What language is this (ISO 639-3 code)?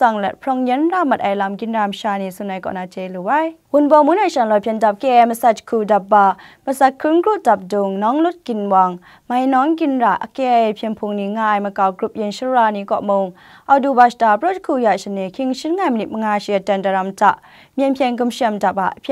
kac